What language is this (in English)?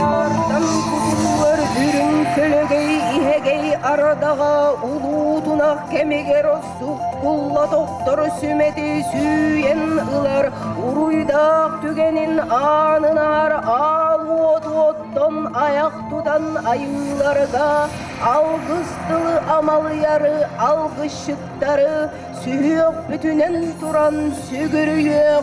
Yakut